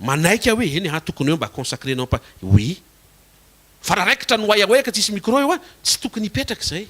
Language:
Malagasy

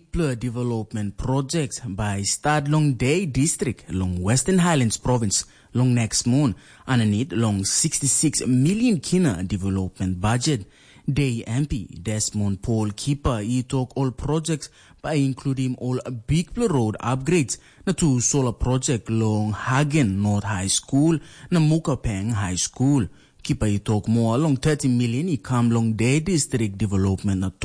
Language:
Tok Pisin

